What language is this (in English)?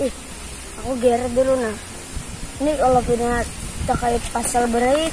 Banjar